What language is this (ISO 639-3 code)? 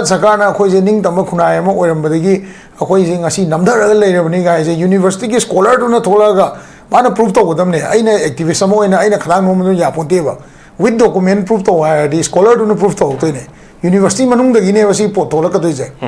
mni